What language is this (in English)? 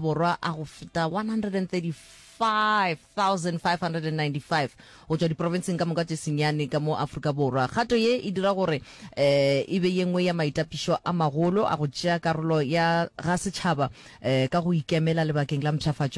Northern Sotho